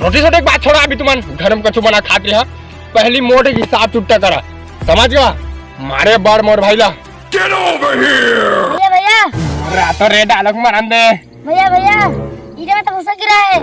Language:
Chhattisgarhi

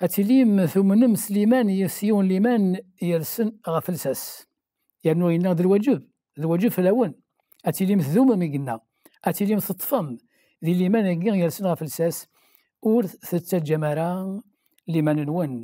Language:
Kabyle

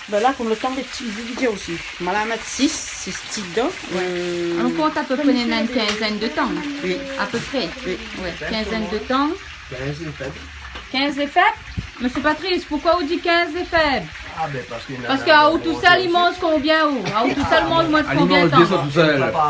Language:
Réunion Creole French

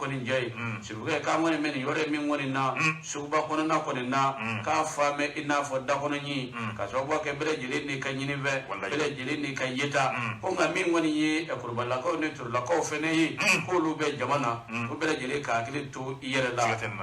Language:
Bambara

